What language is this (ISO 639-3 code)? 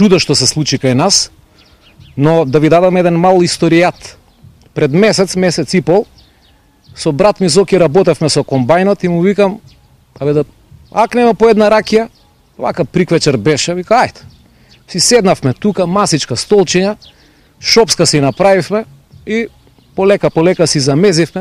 mkd